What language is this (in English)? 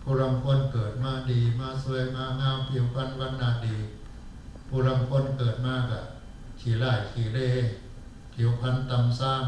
Northeastern Thai